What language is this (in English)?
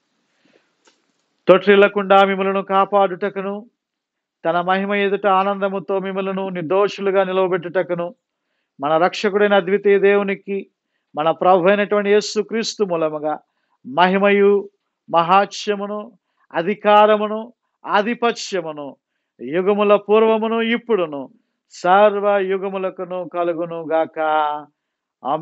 Telugu